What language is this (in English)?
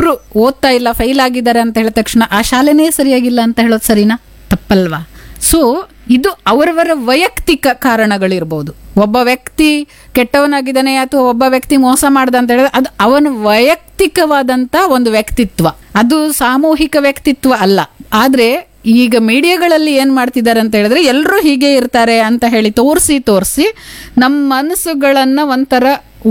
Kannada